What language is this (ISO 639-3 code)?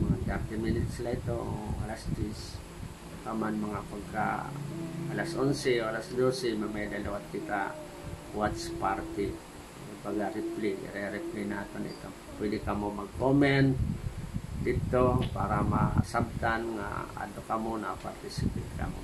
war